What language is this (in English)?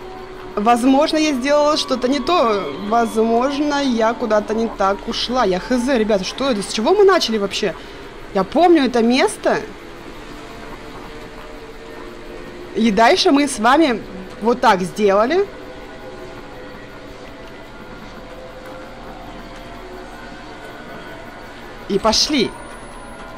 Russian